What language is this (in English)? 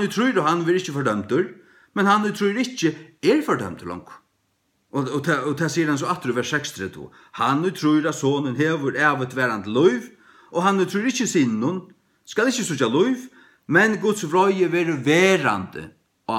Faroese